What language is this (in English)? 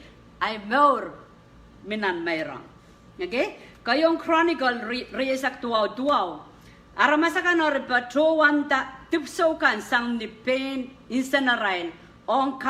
Pohnpeian